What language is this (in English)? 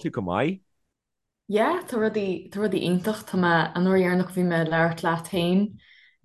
Irish